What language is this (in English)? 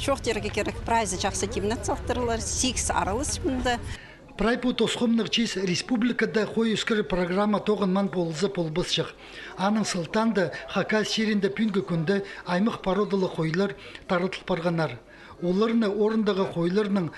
Khakas